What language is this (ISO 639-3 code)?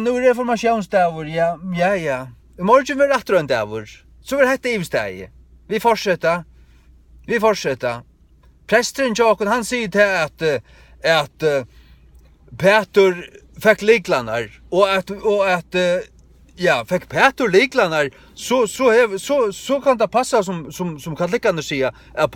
fao